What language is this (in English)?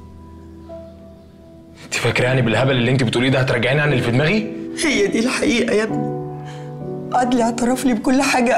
Egyptian Arabic